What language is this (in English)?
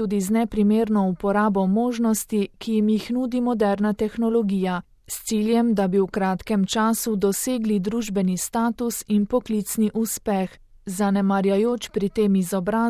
Slovenian